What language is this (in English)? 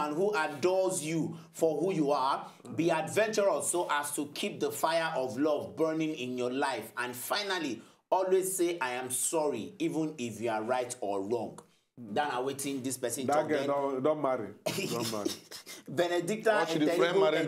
Nigerian Pidgin